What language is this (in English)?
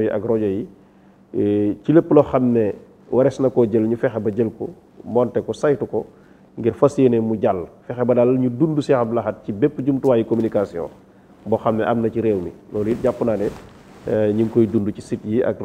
Wolof